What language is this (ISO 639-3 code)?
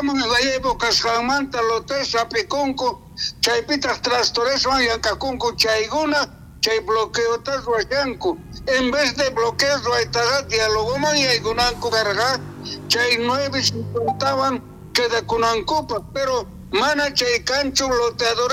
quh